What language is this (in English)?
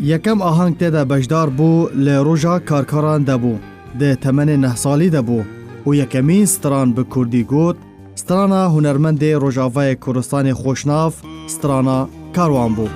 Kurdish